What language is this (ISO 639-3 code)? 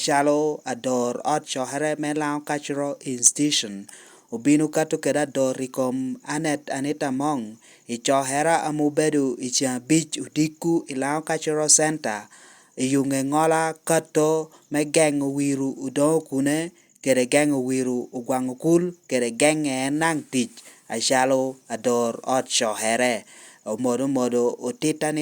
laj